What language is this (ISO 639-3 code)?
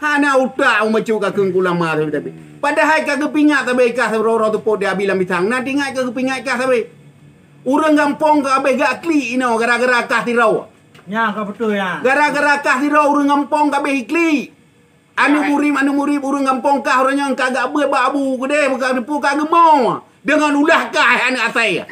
ace